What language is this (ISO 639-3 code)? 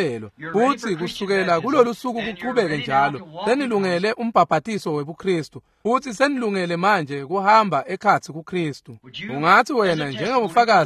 ssw